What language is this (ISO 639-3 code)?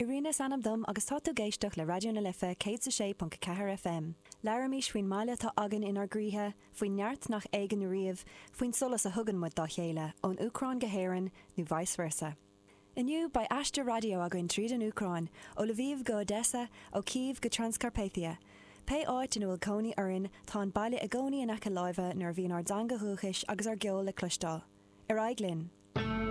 gle